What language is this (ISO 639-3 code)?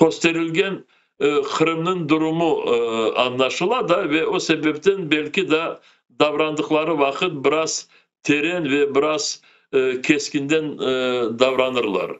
crh